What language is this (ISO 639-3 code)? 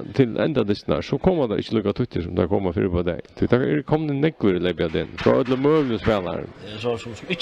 fao